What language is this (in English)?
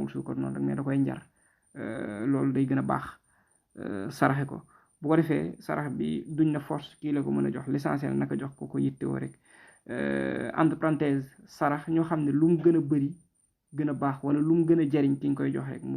Wolof